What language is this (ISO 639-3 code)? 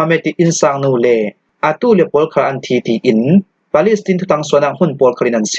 cnh